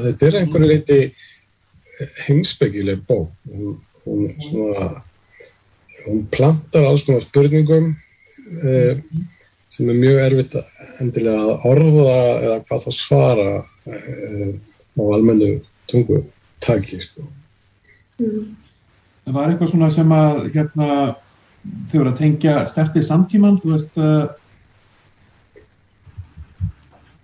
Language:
Icelandic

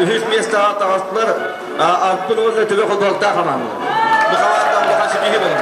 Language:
Yakut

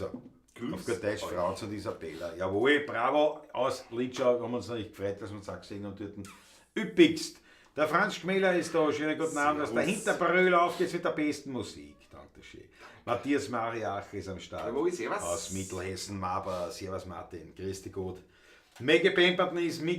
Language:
Bavarian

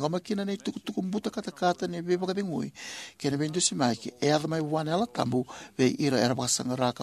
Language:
Fijian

